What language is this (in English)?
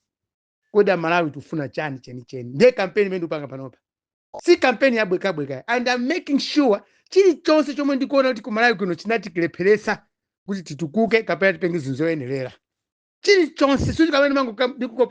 Nyanja